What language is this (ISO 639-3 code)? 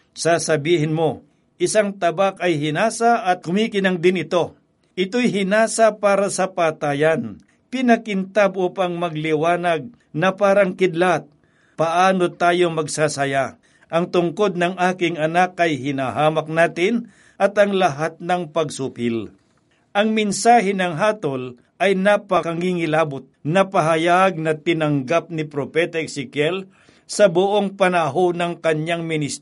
fil